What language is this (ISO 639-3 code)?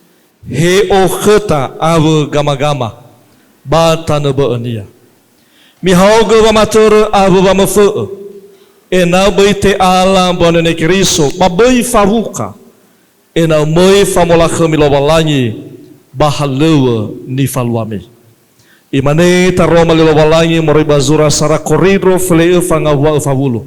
nia